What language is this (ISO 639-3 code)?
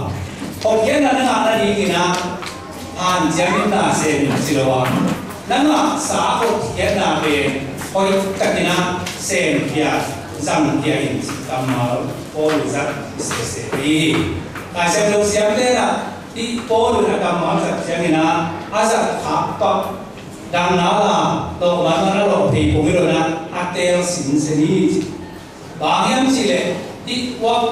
ctd